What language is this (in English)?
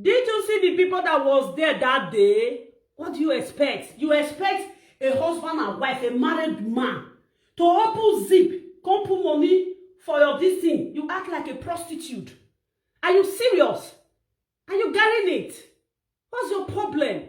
Nigerian Pidgin